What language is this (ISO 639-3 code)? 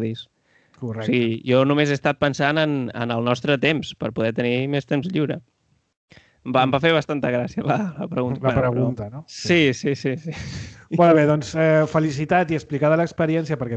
cat